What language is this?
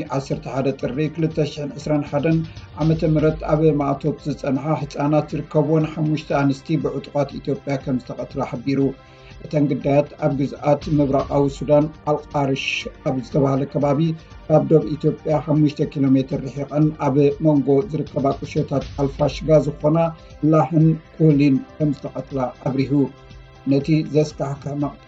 Tigrinya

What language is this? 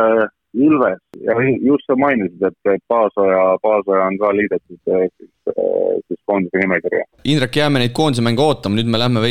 Estonian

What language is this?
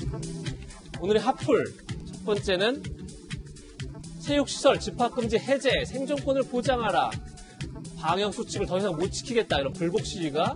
Korean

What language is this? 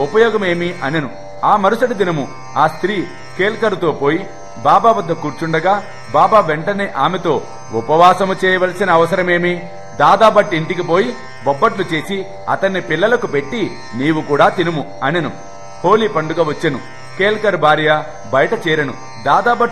Telugu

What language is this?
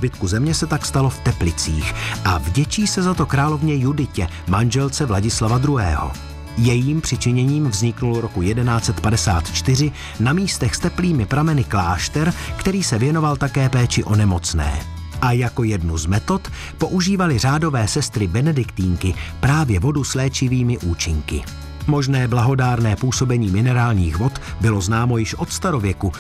Czech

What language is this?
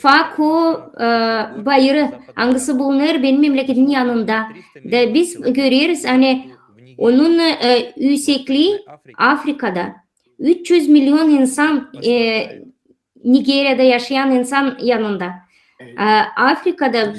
Gagauz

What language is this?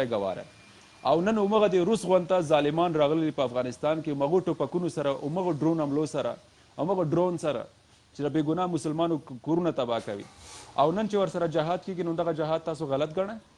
Pashto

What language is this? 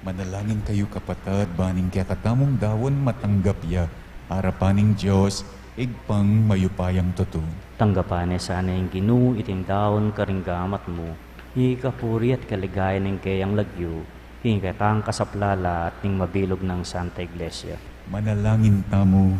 Pampanga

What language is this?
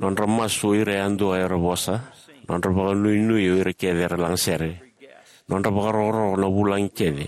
Fijian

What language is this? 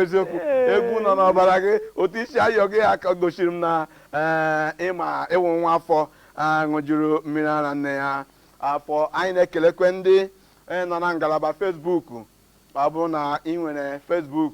Igbo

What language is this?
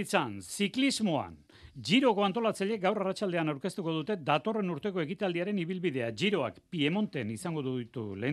Basque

